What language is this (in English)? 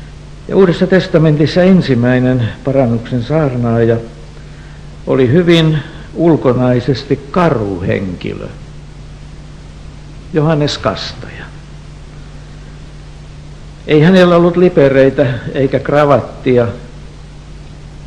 Finnish